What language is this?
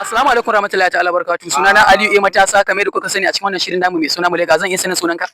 Hausa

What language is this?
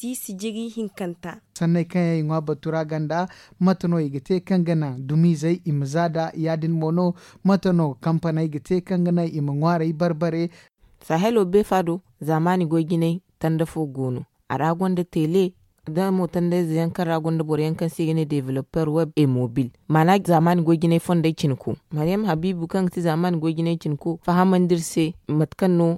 Zarma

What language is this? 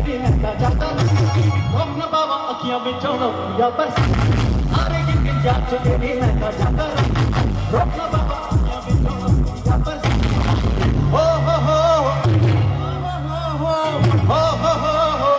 Hindi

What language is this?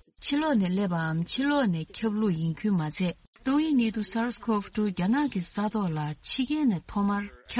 Tibetan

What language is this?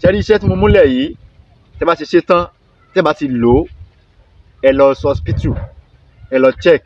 Yoruba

